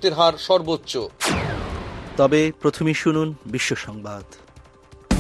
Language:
Bangla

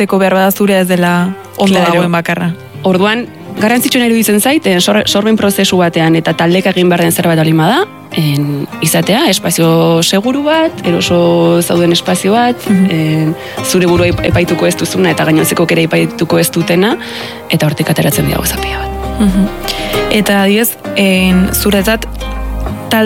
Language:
Basque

